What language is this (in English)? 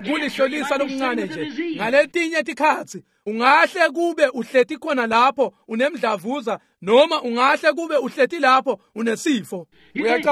Swati